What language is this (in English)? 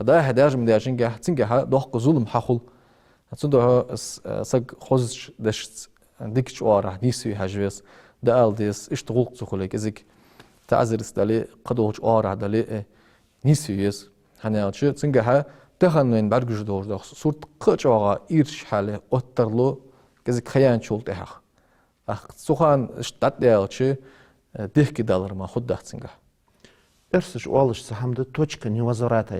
Ingush